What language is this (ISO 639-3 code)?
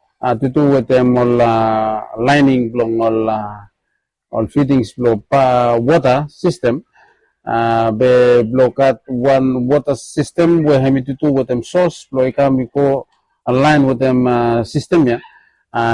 bis